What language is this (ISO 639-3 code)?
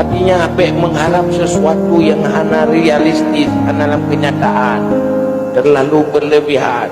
ace